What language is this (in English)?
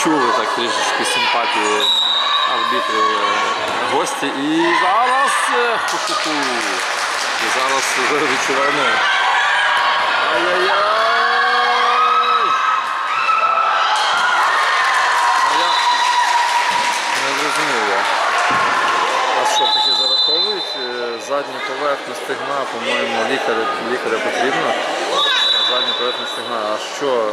Ukrainian